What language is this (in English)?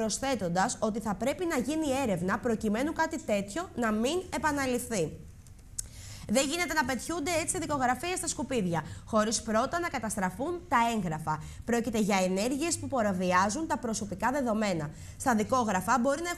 Greek